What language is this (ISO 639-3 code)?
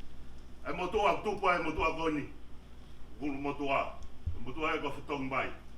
ton